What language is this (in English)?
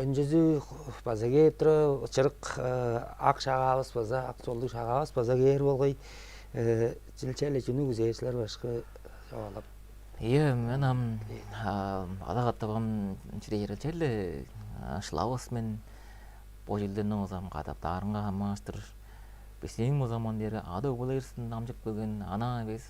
Tuvinian